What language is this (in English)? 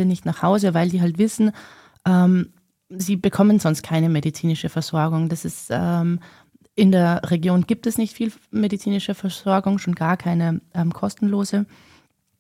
German